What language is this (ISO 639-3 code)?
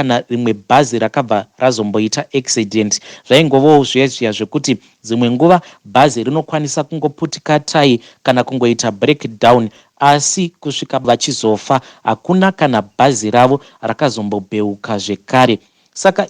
sna